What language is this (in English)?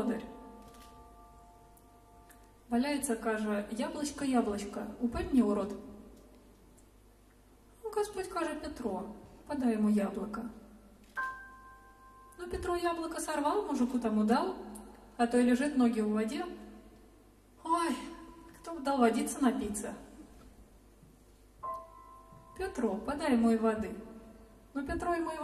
Russian